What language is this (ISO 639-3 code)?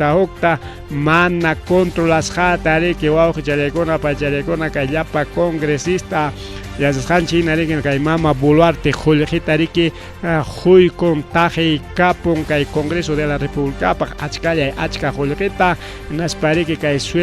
quy